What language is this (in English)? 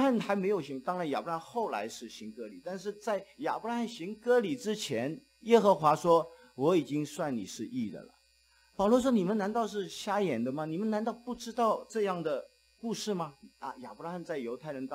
Chinese